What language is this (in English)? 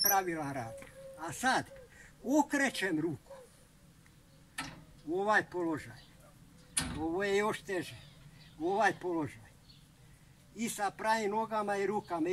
Croatian